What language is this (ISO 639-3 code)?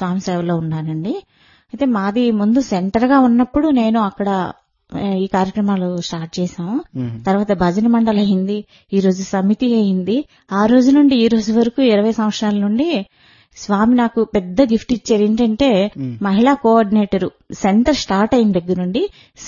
tel